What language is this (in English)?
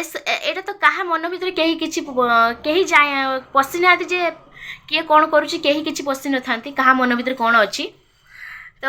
Odia